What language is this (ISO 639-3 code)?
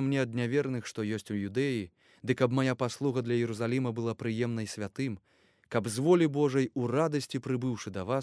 bel